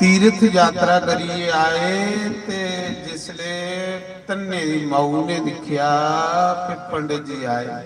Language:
Dogri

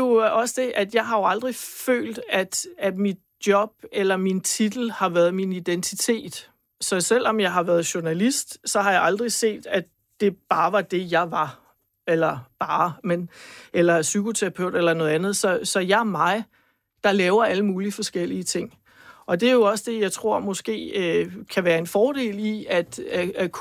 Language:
Danish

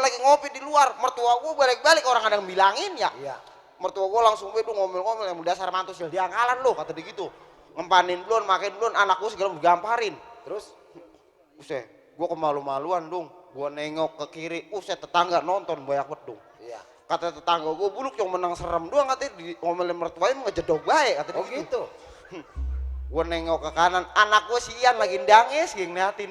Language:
Betawi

